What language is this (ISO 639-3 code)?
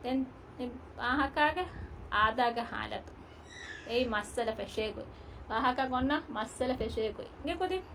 div